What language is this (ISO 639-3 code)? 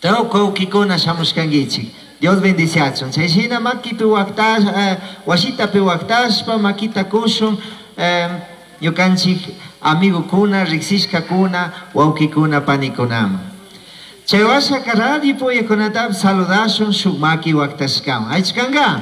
qug